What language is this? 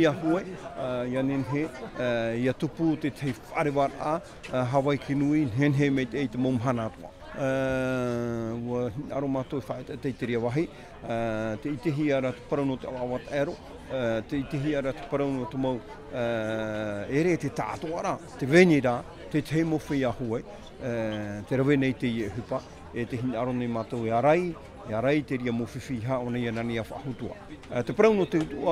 Tahitian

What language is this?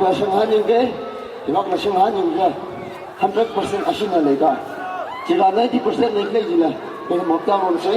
Tangkhul Naga (India)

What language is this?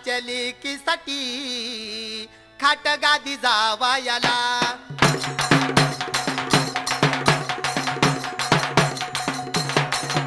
Marathi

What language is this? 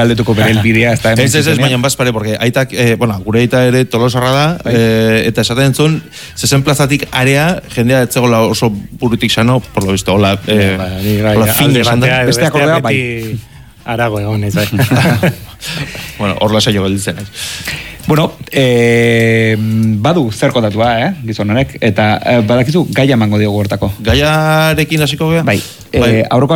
Basque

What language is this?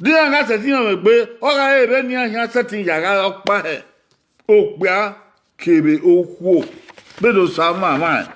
Bini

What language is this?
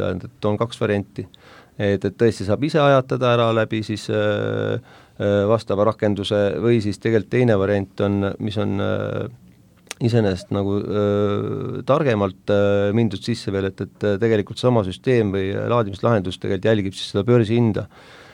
Estonian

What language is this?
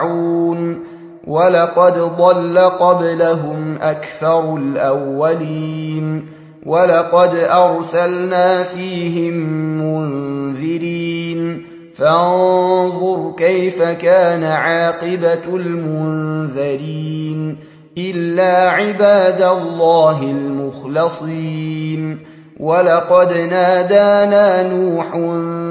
Arabic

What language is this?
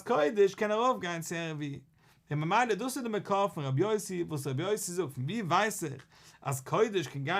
Yiddish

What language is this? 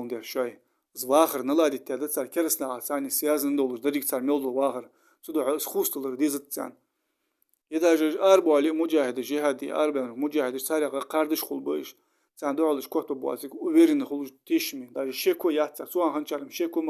Ingush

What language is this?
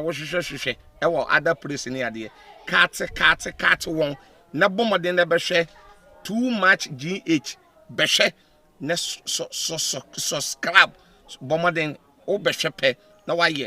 Akan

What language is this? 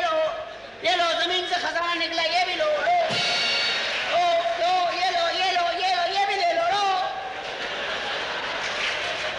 Hindi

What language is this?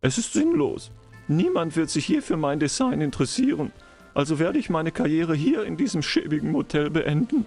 Bavarian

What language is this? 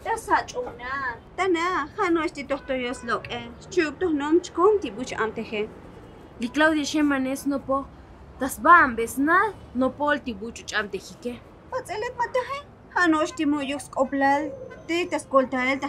Tzotzil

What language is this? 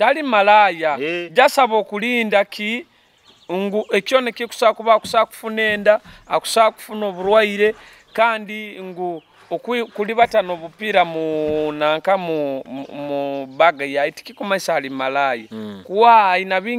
Nyoro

